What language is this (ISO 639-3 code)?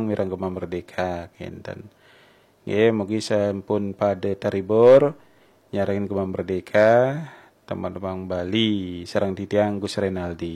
ban